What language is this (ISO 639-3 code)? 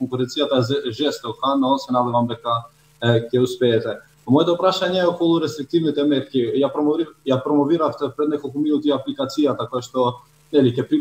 mkd